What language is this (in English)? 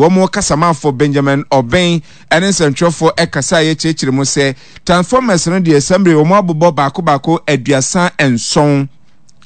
Akan